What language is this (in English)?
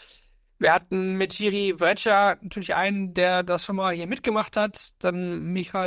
German